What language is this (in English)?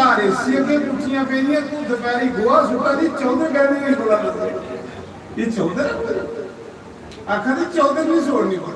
Dogri